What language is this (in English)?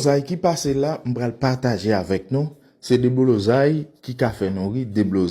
Haitian Creole